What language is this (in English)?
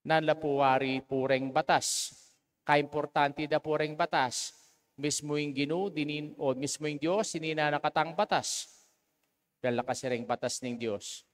Pampanga